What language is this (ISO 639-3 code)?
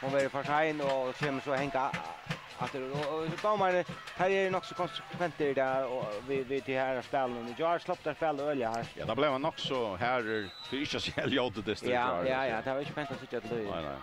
fao